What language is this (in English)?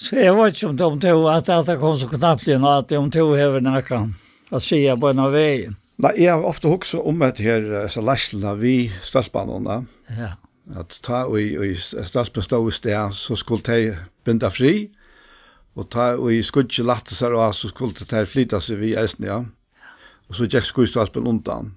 Faroese